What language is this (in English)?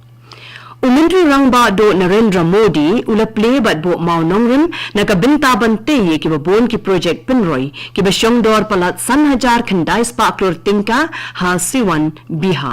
Khasi